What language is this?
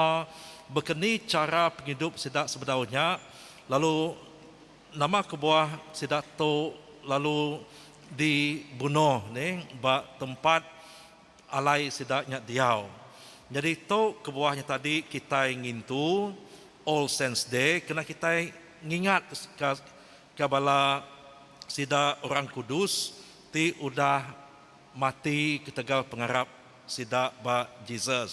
Iban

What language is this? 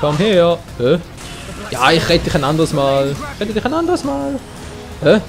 Swiss German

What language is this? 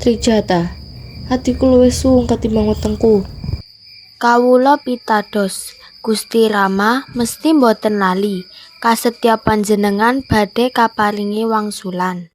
Javanese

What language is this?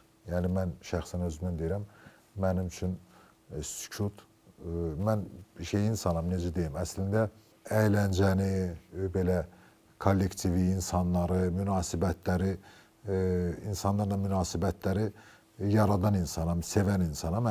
Azerbaijani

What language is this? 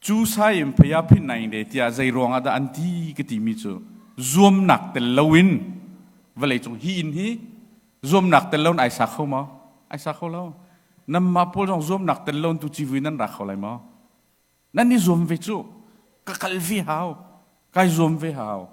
Hakha Chin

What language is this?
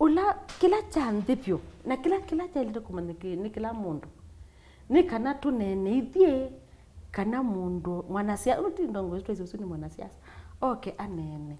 Kamba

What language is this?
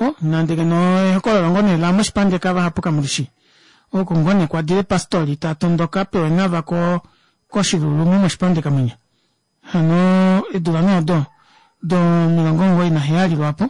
Kuanyama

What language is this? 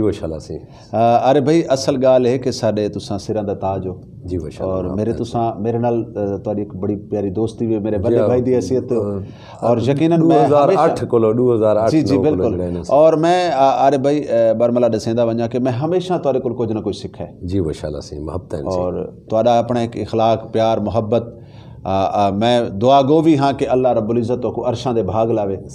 Saraiki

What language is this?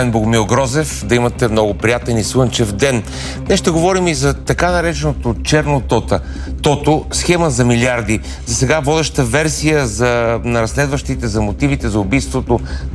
Bulgarian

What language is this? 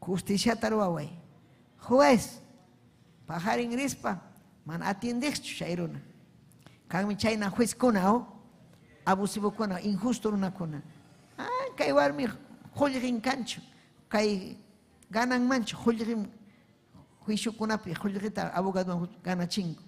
Ayacucho Quechua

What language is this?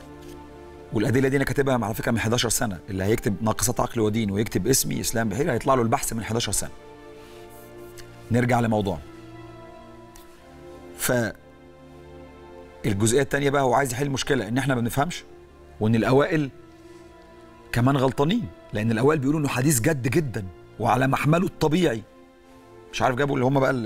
Egyptian Arabic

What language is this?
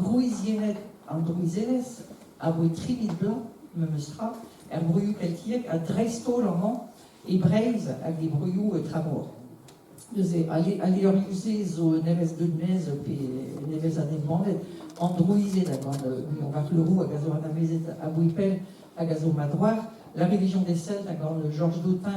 Breton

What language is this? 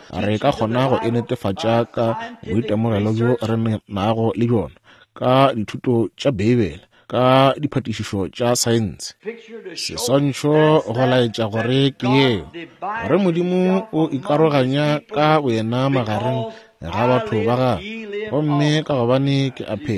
Northern Sotho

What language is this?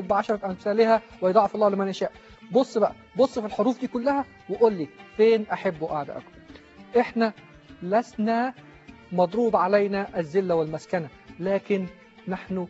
Egyptian Arabic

